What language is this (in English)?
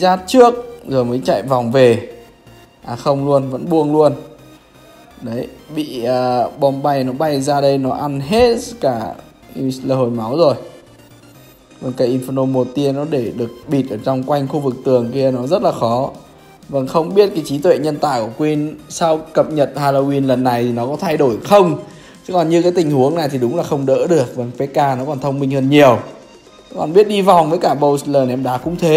Vietnamese